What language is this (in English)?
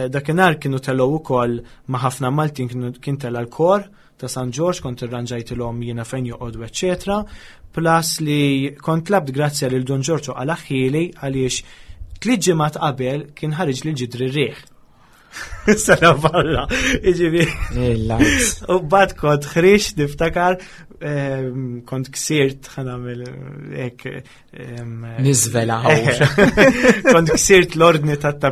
Maltese